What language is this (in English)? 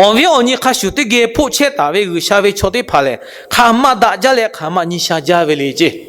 Lahu